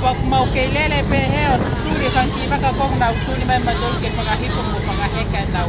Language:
Tongan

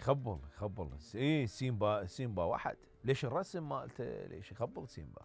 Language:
Mesopotamian Arabic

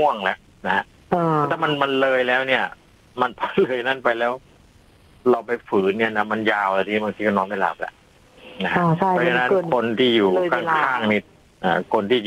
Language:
Thai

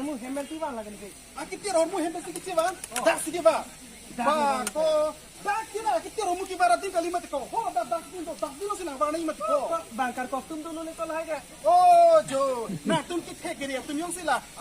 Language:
Karbi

